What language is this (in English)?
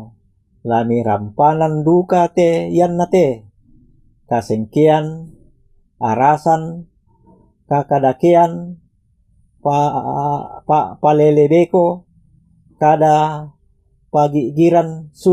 Toraja-Sa'dan